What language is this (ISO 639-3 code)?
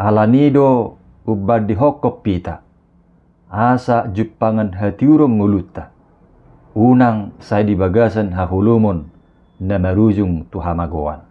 bbc